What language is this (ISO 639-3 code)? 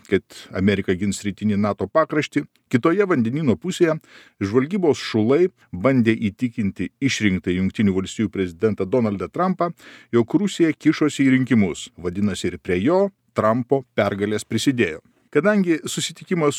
lit